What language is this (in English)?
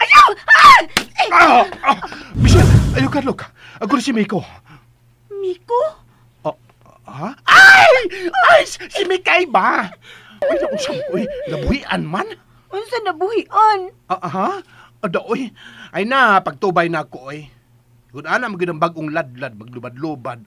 Cebuano